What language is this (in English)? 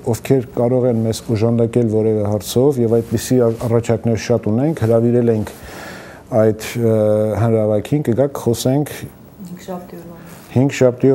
Armenian